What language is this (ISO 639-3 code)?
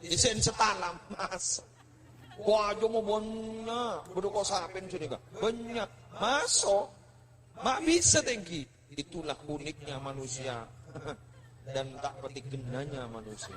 mad